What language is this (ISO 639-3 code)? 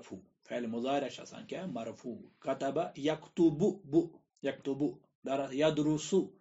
kas